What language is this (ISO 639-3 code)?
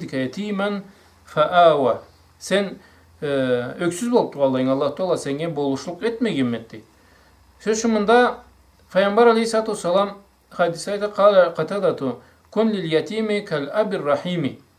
krc